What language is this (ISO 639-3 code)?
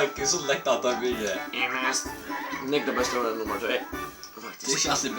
fao